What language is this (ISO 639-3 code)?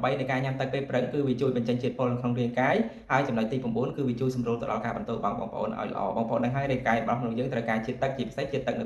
khm